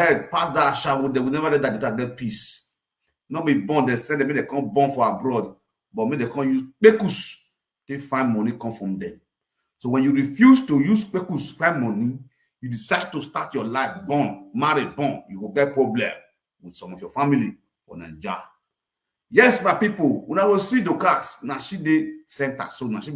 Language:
Nigerian Pidgin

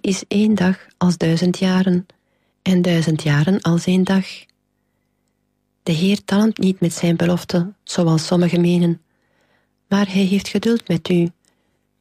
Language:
Dutch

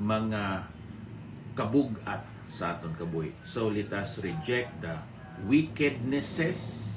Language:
Hiligaynon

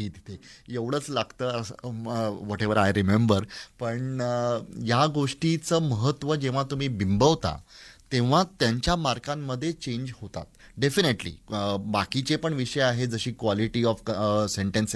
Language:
Marathi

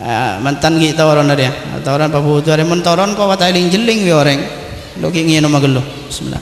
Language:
Madurese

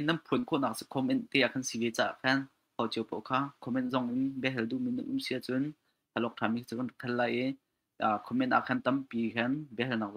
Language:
Hakha Chin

